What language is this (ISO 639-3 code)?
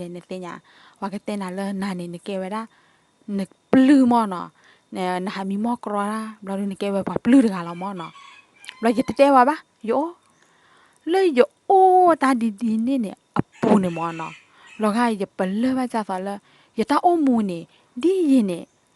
ksw